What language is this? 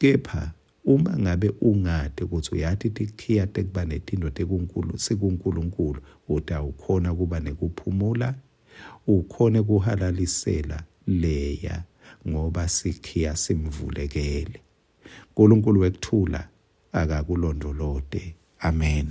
Swati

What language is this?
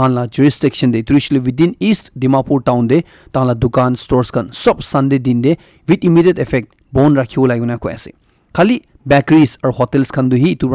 Naga Pidgin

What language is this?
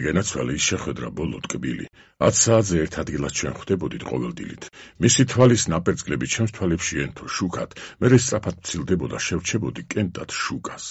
Georgian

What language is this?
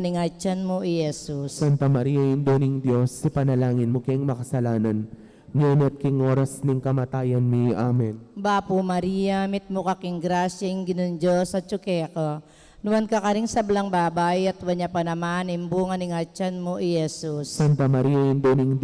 Pampanga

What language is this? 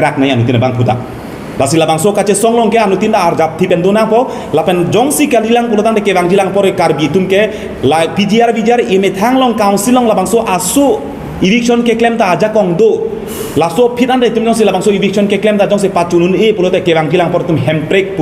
Karbi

